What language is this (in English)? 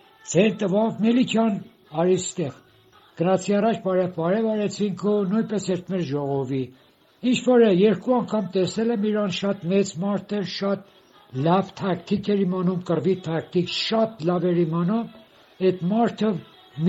Armenian